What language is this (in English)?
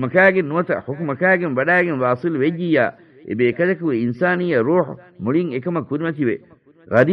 Divehi